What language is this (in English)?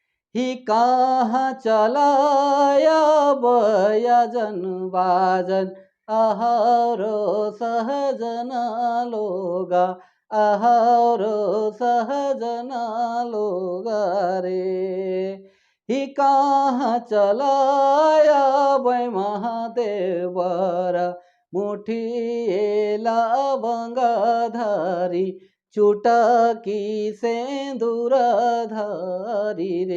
Sadri